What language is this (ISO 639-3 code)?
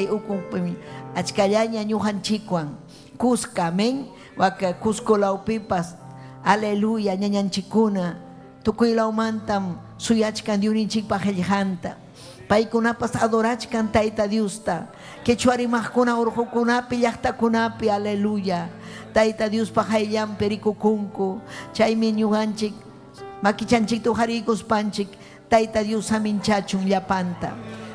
quy